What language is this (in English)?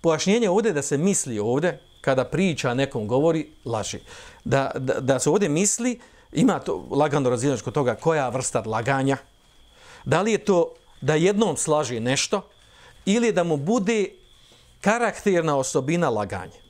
Bosnian